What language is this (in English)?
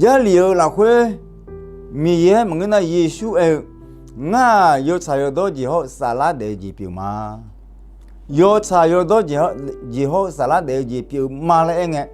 Akha